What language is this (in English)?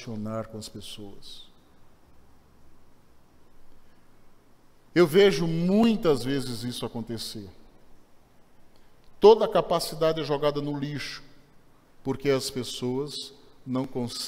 Portuguese